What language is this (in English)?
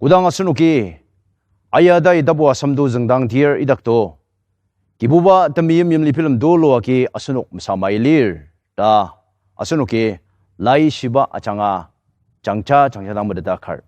Ao Naga